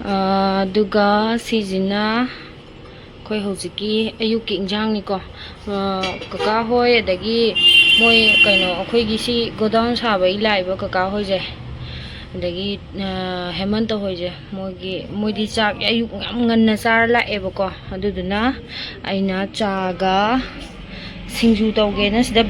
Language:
Manipuri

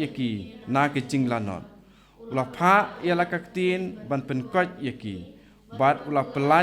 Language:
Khasi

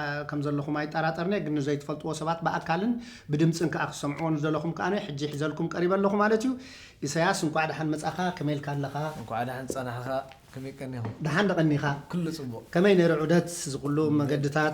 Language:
Tigrinya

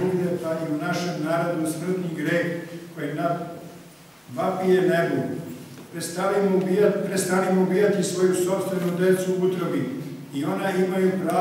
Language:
Serbian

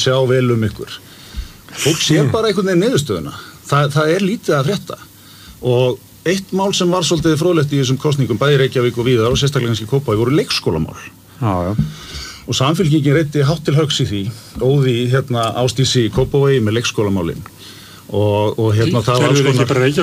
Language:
Icelandic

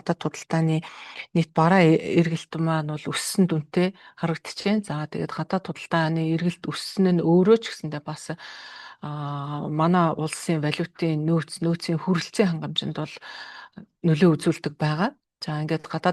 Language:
Mongolian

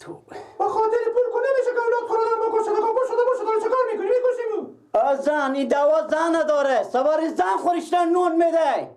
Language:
Persian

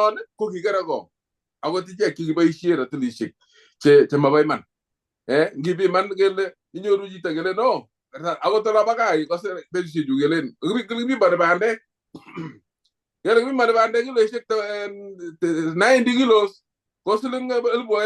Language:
Kalenjin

